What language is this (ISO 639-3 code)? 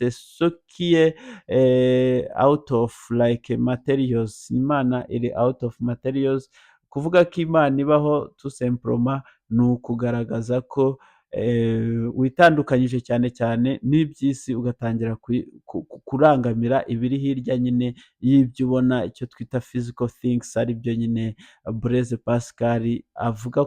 kin